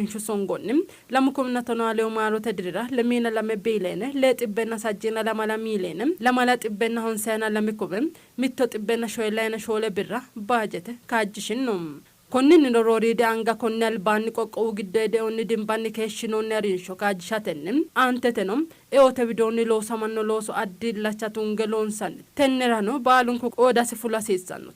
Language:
Sidamo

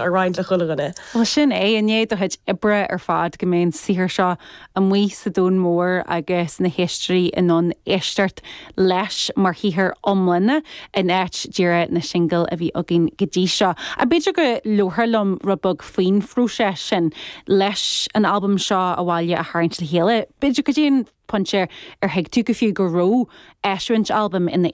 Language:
Irish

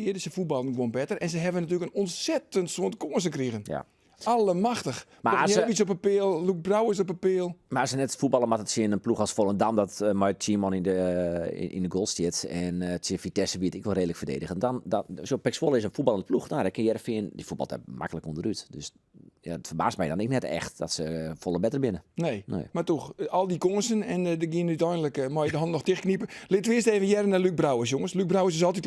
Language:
Western Frisian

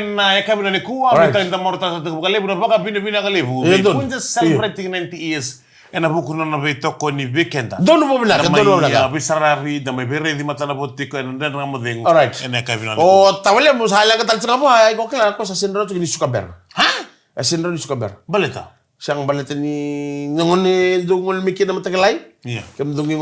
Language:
Fijian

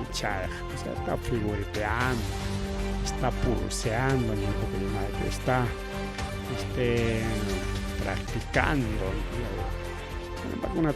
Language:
Ayacucho Quechua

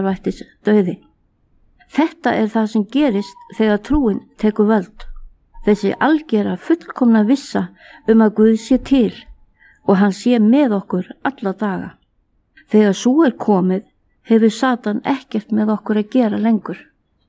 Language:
Icelandic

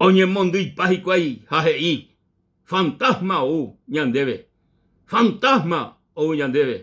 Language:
Guarani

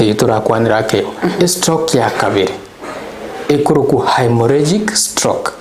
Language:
Gusii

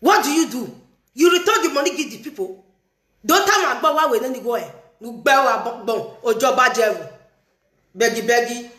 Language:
Nigerian Pidgin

